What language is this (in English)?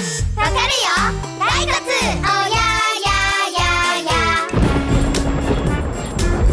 Japanese